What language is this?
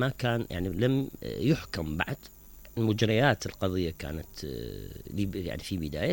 Mesopotamian Arabic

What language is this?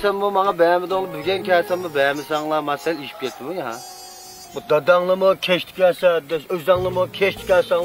Uyghur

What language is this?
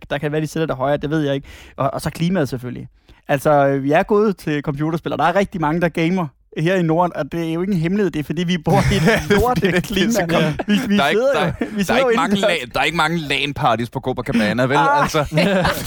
Danish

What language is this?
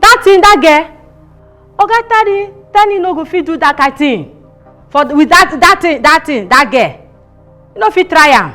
Nigerian Pidgin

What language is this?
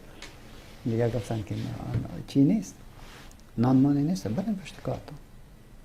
Persian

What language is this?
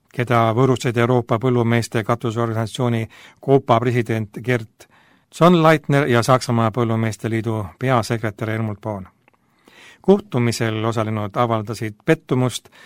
Estonian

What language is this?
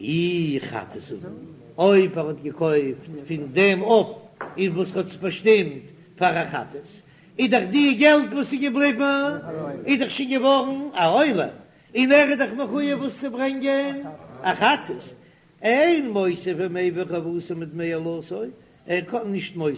Yiddish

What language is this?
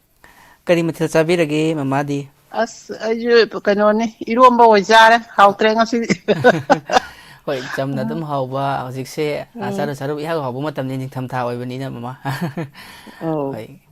Manipuri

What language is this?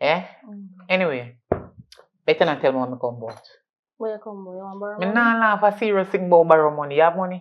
Jamaican Creole English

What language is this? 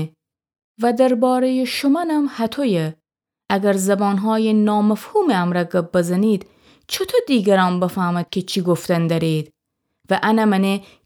Gilaki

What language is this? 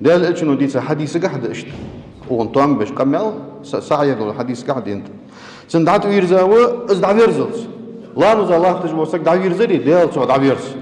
Ingush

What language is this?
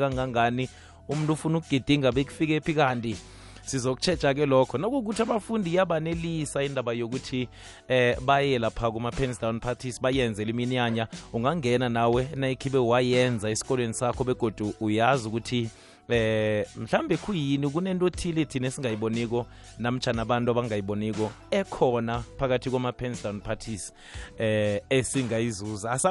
South Ndebele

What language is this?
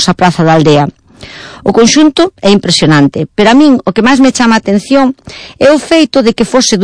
Galician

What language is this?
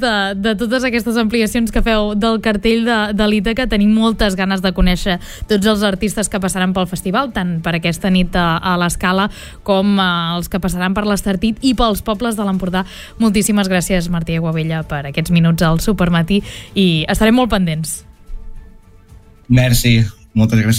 Catalan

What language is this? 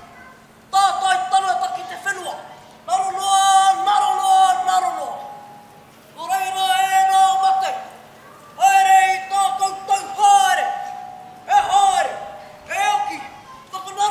Māori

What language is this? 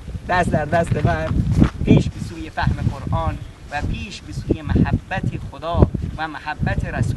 Persian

